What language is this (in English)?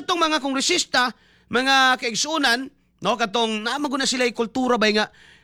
Cebuano